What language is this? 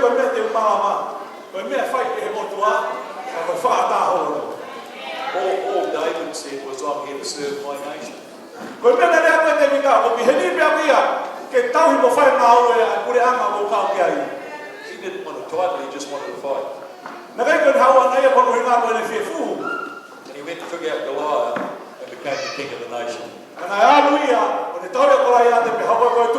Tongan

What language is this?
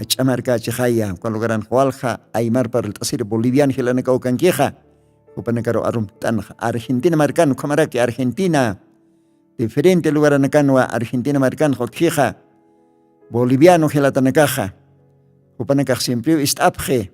Aymara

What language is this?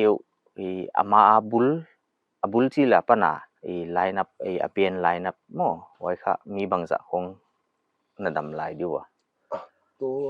Paite Chin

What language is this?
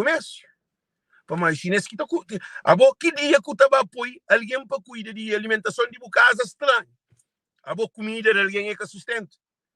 Kabuverdianu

